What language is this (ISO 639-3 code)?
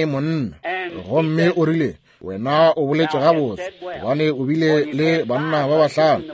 nso